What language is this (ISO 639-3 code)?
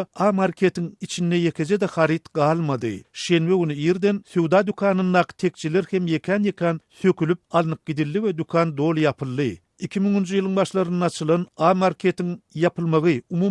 tuk